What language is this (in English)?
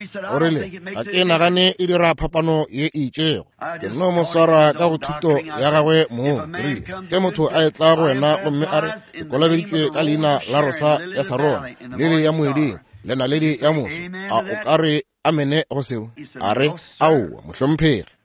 Northern Sotho